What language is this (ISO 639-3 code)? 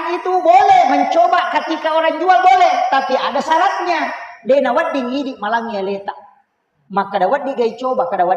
bug